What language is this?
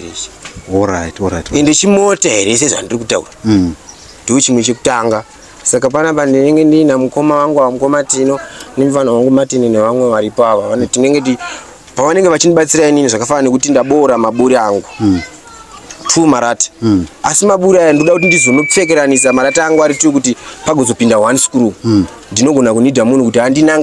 Shona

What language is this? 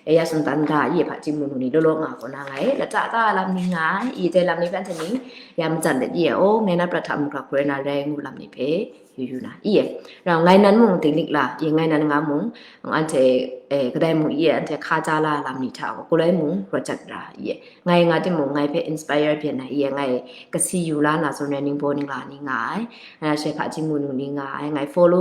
Kachin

